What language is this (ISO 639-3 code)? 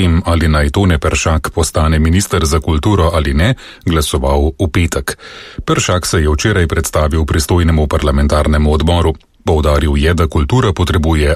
slv